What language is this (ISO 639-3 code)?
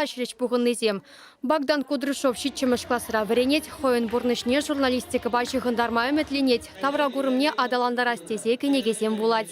chv